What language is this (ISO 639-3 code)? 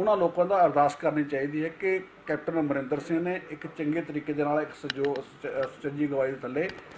pan